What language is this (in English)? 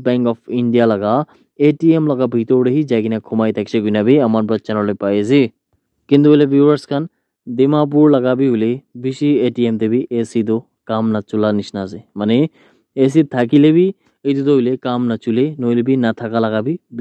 Naga Pidgin